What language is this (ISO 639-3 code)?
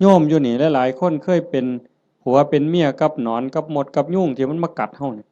tts